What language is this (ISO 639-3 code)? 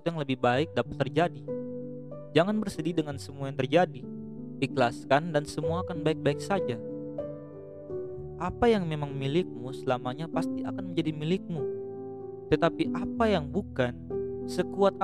ind